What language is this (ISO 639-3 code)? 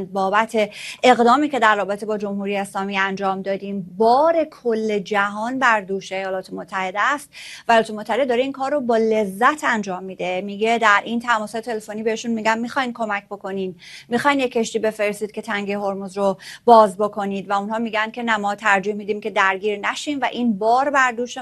fas